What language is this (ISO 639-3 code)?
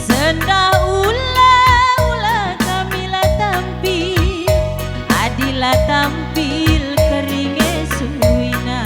btx